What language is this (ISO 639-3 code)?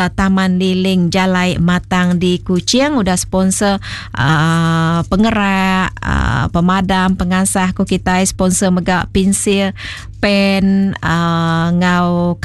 iba